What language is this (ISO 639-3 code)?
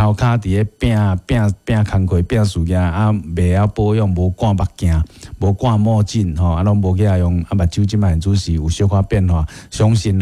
nan